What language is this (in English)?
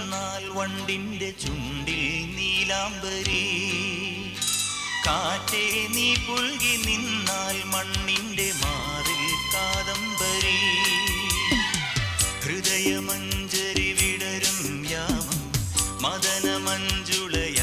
Malayalam